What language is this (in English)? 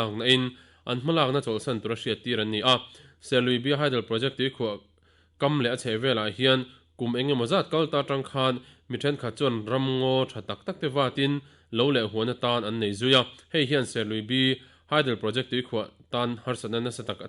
Mizo